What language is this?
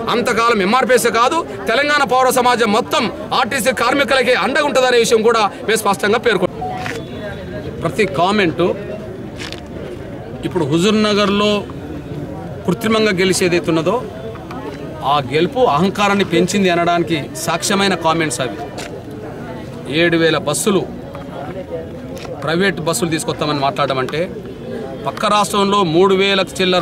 Telugu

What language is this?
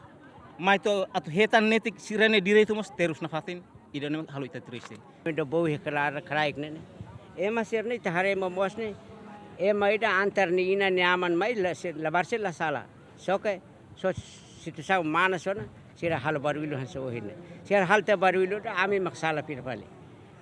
Tetum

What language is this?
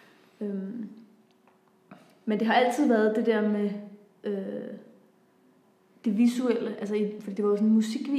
Danish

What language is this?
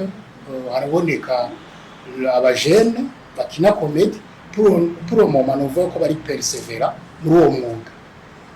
Rundi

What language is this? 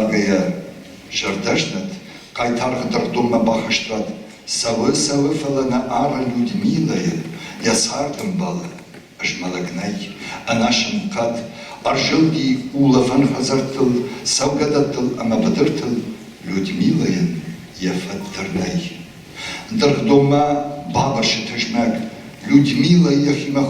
Ossetic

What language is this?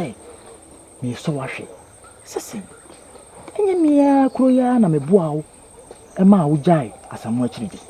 Akan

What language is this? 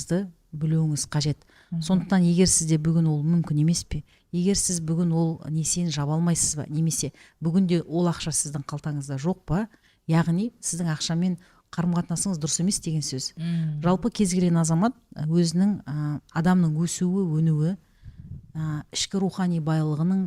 Kazakh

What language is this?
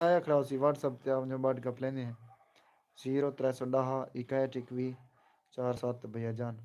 Saraiki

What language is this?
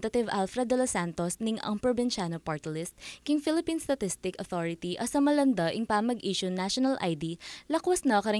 Pampanga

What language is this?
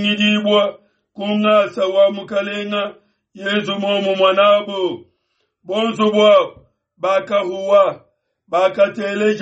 Luba-Lulua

